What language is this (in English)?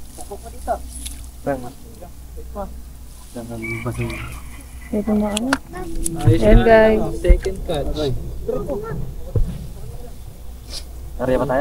Filipino